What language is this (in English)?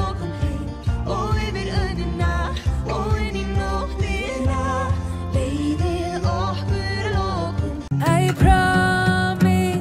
Icelandic